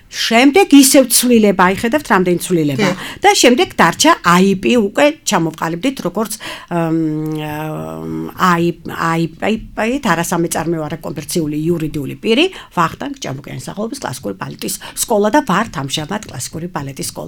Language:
Georgian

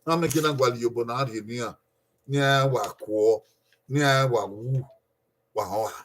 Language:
Bini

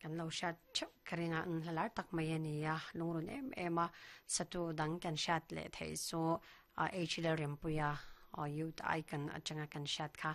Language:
Mizo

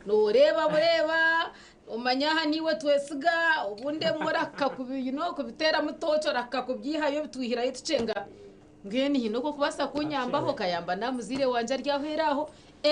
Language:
Nyankole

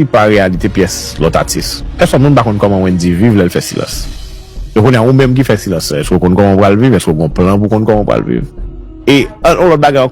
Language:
Haitian Creole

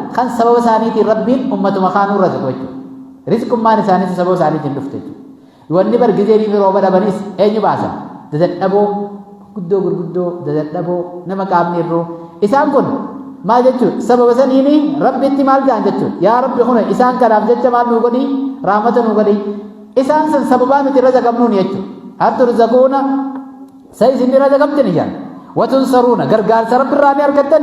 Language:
Oromo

